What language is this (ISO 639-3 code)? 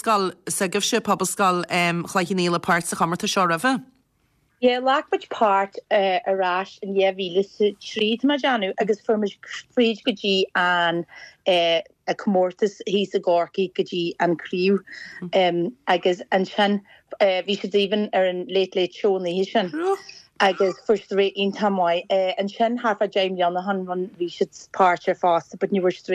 gle